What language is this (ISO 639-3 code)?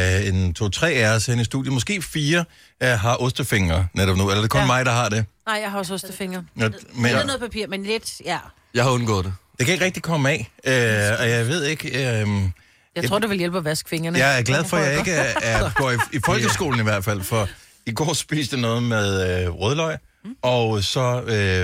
dan